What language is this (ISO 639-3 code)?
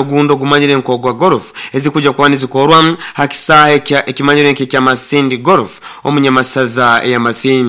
nyo